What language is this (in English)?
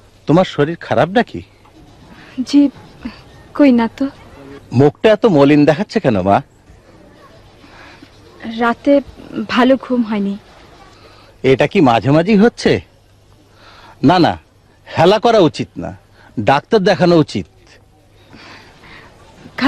Bangla